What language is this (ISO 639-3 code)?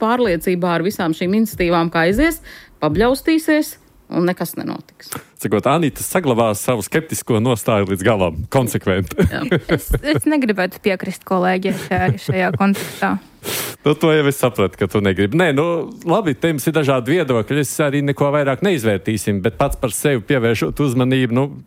lav